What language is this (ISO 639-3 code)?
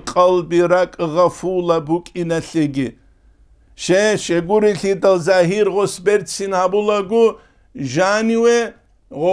ava